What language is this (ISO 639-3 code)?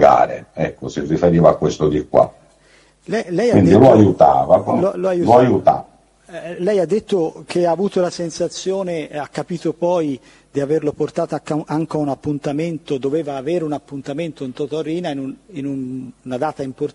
ita